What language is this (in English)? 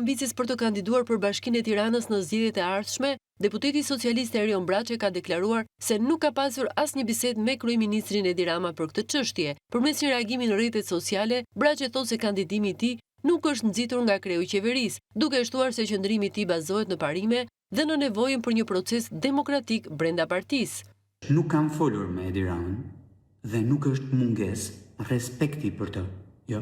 Albanian